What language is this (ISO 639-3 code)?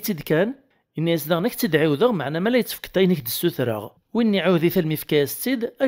kab